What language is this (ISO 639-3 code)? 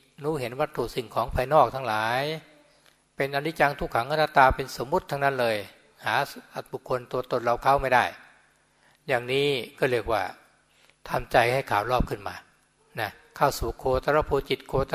tha